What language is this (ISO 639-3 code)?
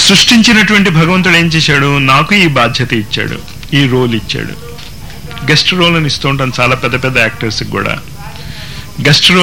tel